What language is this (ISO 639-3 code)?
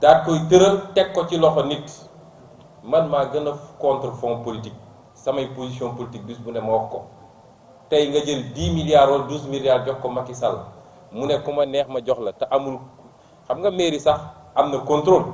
wol